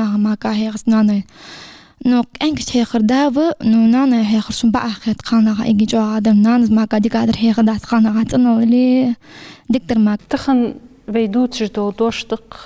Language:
Ingush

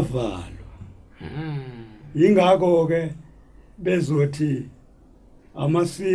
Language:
Zulu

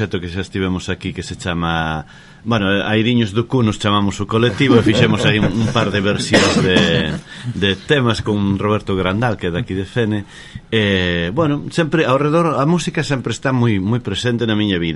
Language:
Galician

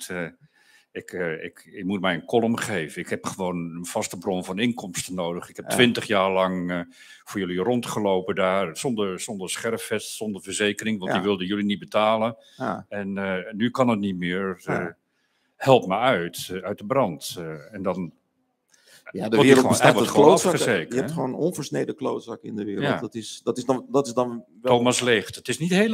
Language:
Dutch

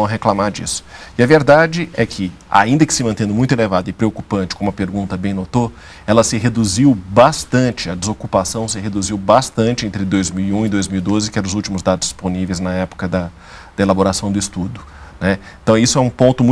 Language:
Portuguese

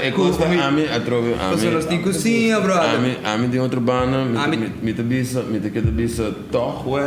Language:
Papiamento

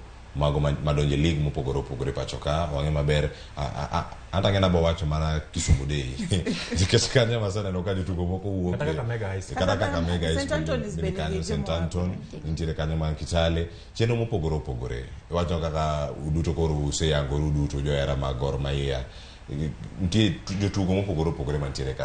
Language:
Luo (Kenya and Tanzania)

